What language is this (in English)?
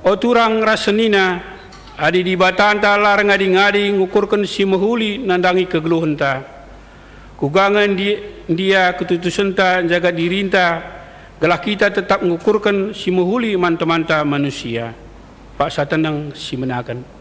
Batak Karo